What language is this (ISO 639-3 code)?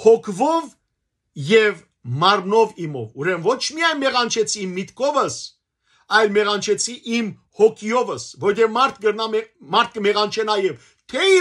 hyw